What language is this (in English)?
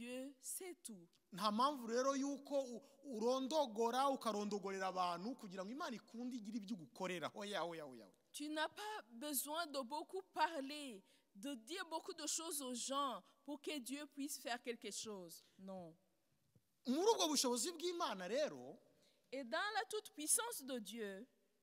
Kinyarwanda